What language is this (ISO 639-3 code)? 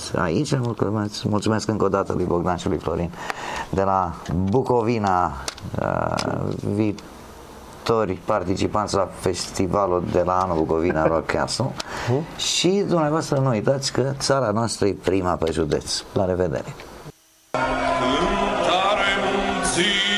ron